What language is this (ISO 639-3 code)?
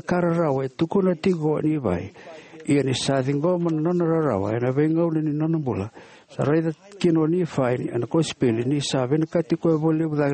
fij